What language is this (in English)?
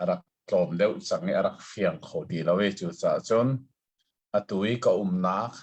Hakha Chin